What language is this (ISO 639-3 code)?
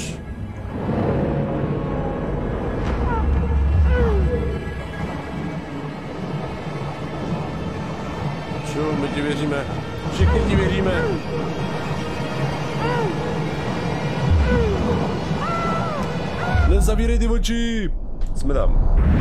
ces